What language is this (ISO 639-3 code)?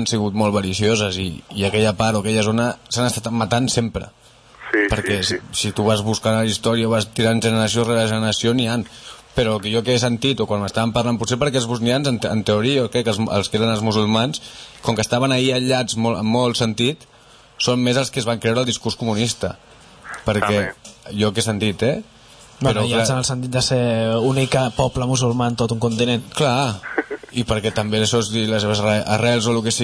cat